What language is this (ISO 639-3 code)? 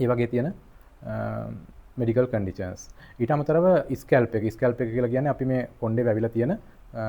sin